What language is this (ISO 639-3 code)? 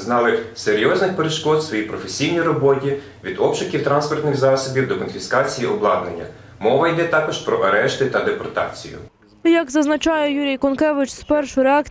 ukr